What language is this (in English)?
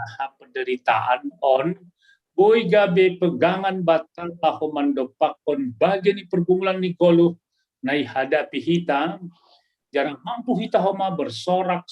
Batak Simalungun